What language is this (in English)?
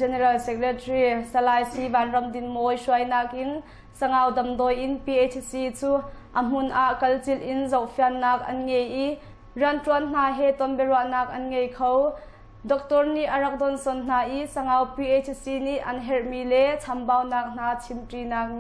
Hakha Chin